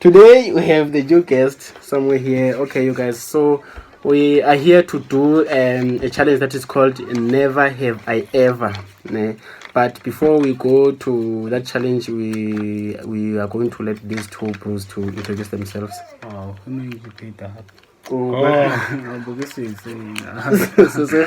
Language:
Southern Sotho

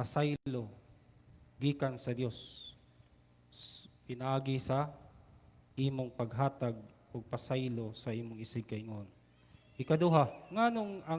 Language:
Cebuano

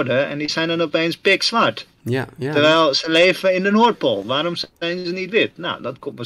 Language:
Dutch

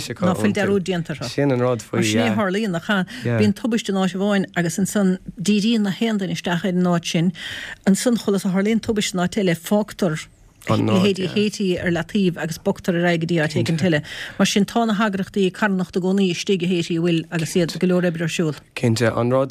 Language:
Irish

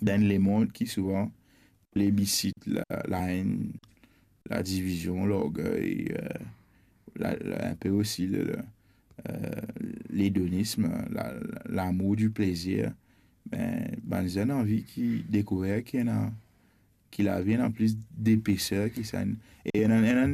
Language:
Morisyen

